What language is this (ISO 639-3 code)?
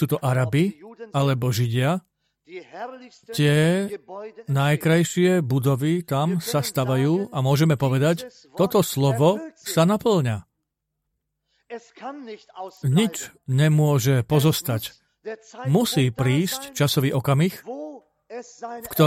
slk